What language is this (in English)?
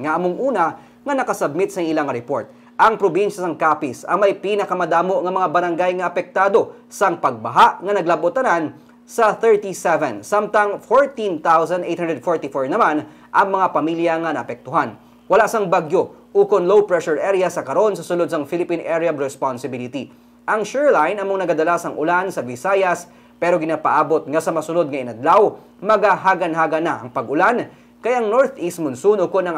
Hiligaynon